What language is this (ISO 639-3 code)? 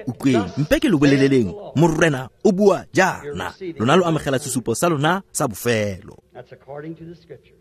tsn